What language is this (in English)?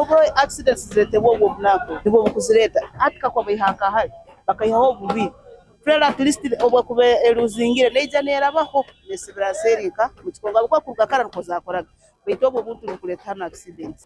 Nyankole